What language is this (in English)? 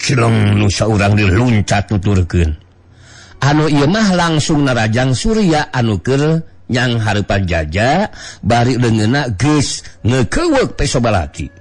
Sundanese